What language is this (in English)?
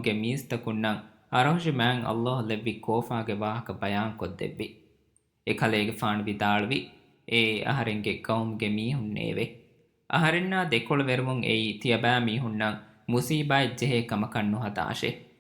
Divehi